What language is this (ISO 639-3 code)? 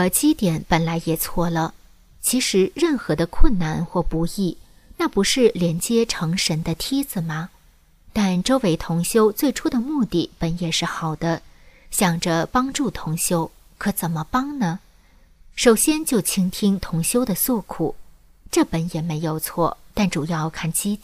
zho